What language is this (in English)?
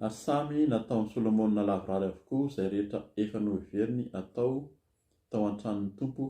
Malagasy